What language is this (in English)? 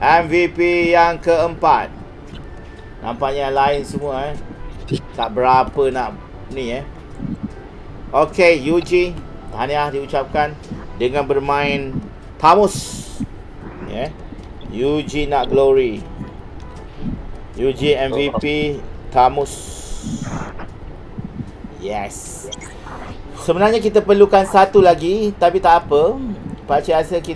Malay